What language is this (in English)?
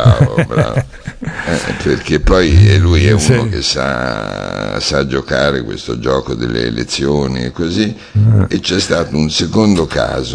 Italian